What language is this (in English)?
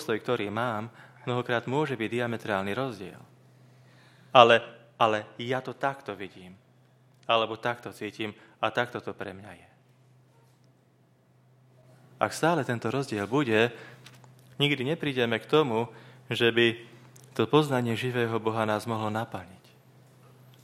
Slovak